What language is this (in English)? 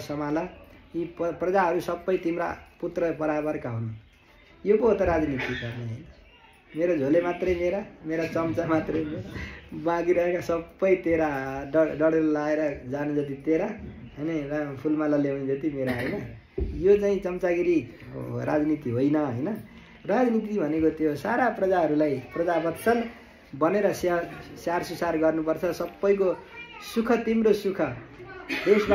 Nepali